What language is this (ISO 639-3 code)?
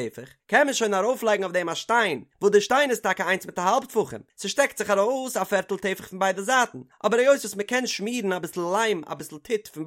yid